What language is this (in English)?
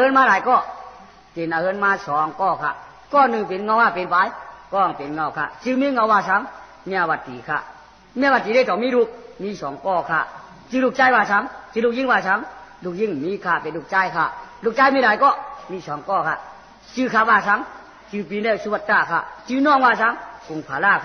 Shan